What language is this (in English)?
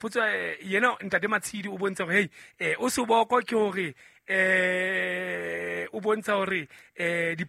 Southern Sotho